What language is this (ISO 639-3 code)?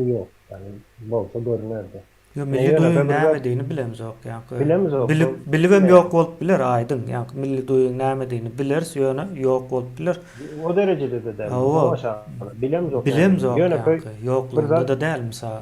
tuk